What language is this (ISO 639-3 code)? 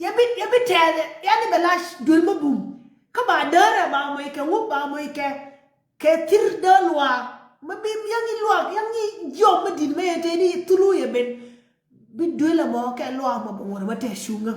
nus